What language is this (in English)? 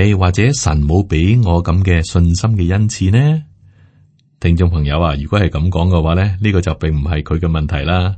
Cantonese